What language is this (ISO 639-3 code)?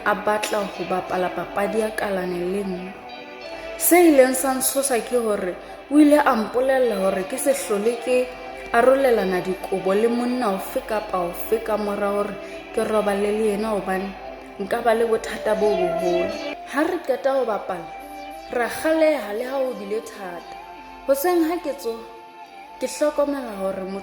sot